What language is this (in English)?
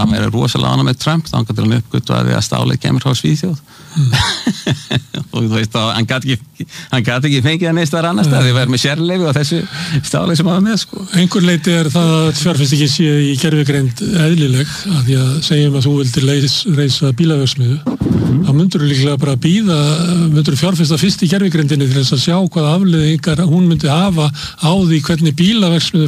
Icelandic